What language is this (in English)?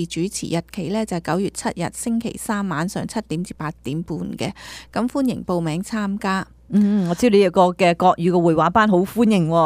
Cantonese